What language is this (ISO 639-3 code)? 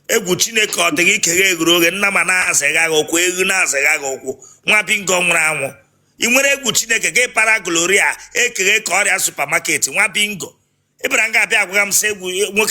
ibo